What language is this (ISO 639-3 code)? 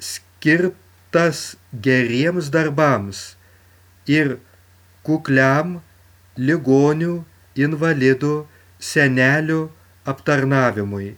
lit